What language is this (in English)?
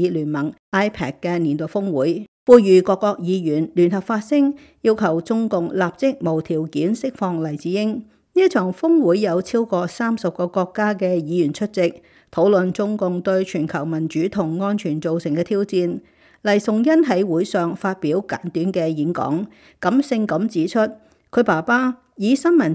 Cantonese